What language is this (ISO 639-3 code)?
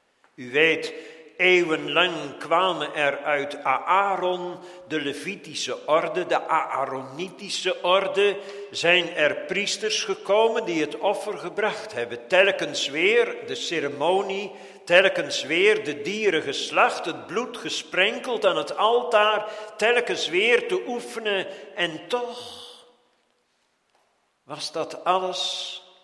nld